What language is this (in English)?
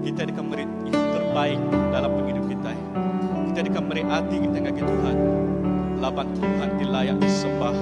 Iban